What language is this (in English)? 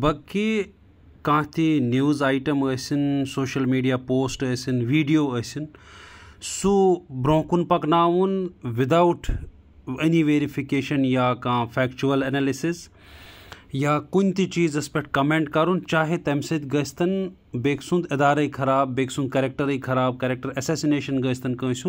Kashmiri